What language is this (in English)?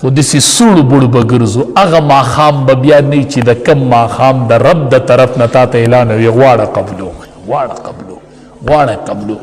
Pashto